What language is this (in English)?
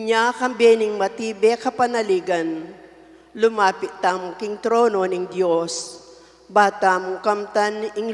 Pampanga